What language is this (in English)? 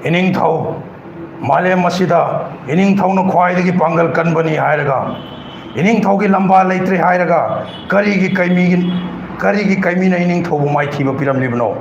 Manipuri